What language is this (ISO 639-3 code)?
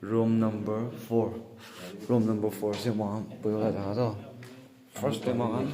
nag